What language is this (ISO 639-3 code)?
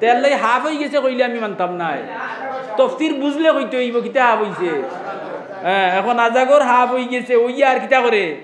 syl